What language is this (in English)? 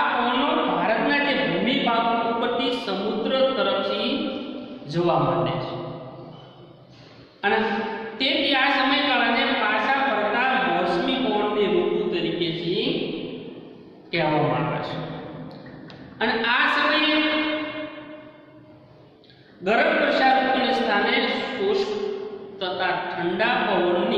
Gujarati